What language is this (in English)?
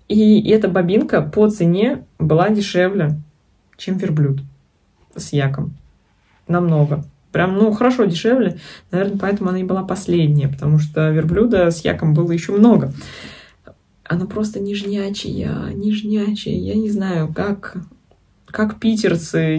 Russian